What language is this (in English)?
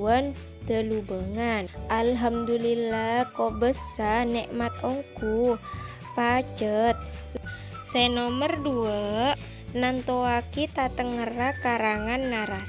Madurese